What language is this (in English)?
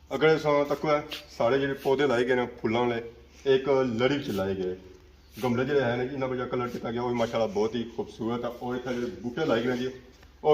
Pahari-Potwari